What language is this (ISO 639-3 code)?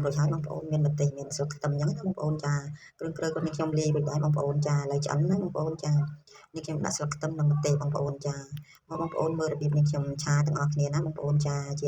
khm